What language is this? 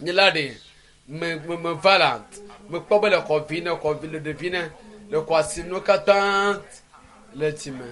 Ewe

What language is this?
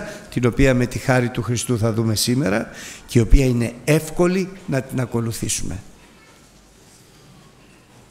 Greek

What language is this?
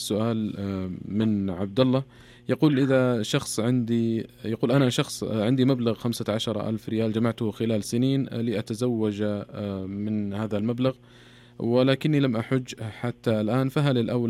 Najdi Arabic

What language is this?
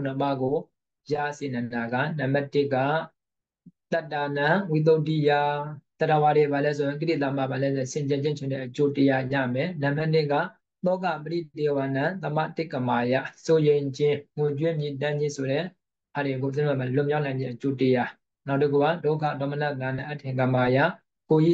Burmese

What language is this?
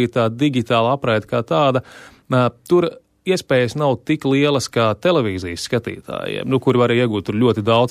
Latvian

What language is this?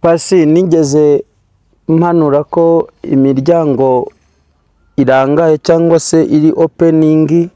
Kinyarwanda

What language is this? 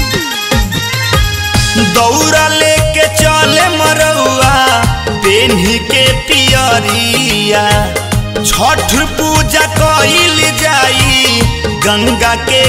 Bhojpuri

